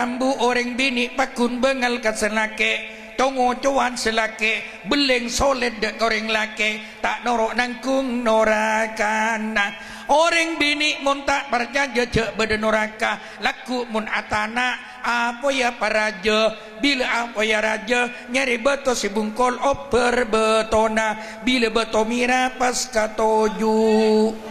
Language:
Madurese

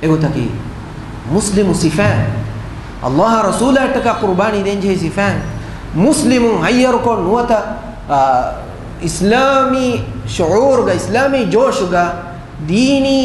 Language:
Divehi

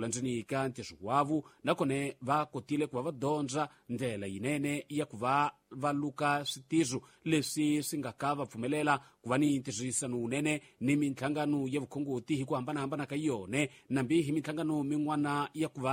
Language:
Tsonga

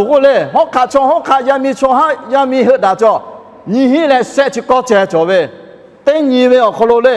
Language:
Lahu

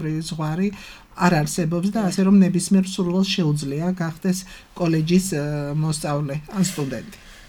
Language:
Georgian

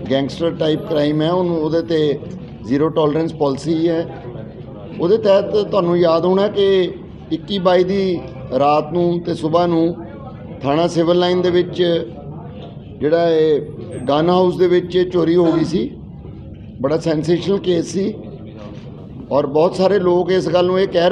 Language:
Punjabi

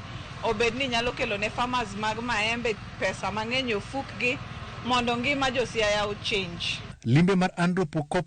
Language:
Luo (Kenya and Tanzania)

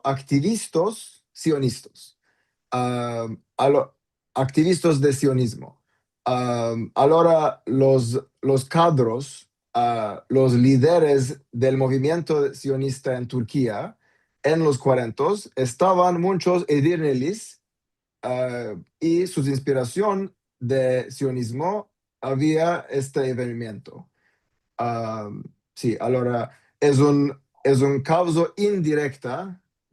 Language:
Ladino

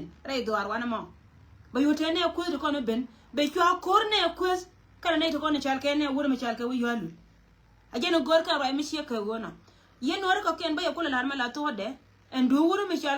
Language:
Nuer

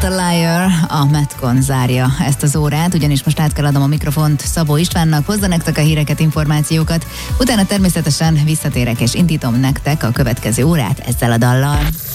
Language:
Hungarian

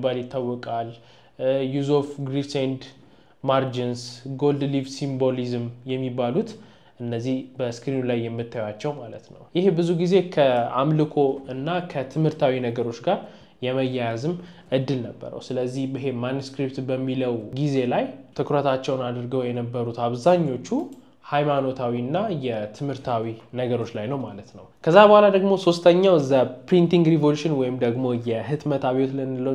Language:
Amharic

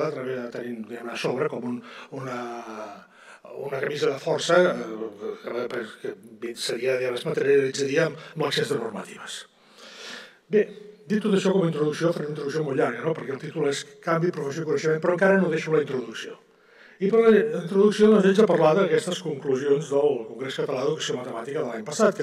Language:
Catalan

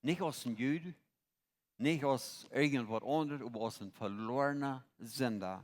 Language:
Plautdietsch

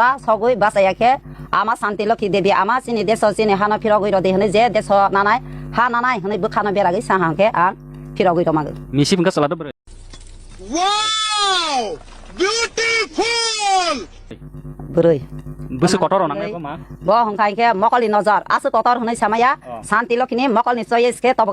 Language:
Kok Borok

